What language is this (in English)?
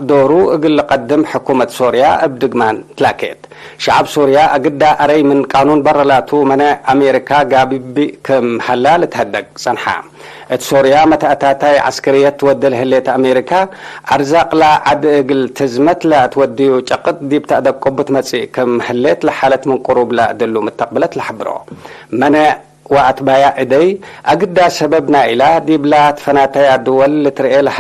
Tigre